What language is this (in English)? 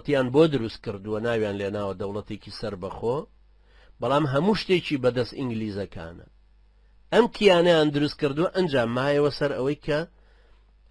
Central Kurdish